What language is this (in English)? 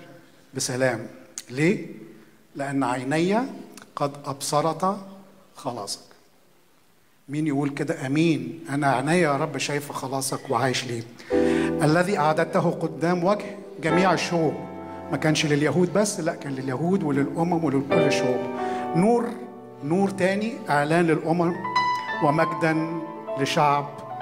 Egyptian Arabic